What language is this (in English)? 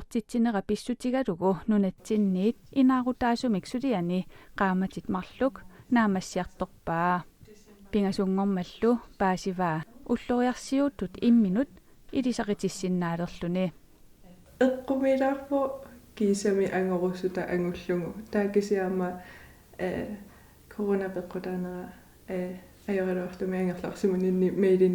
Kalaallisut